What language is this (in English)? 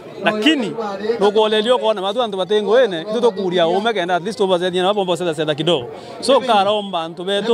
Meru